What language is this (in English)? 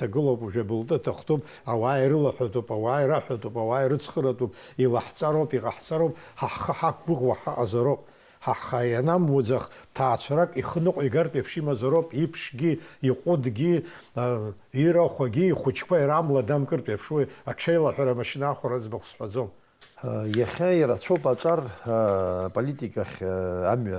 Abkhazian